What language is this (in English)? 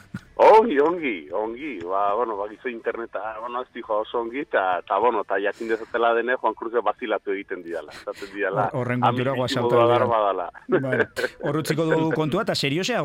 Basque